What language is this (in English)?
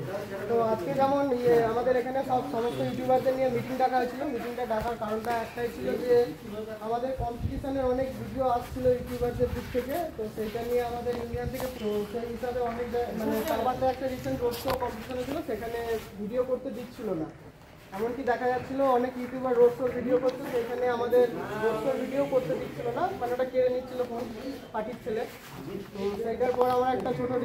Bangla